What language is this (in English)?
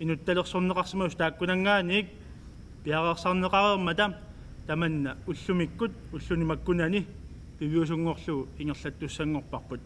Kalaallisut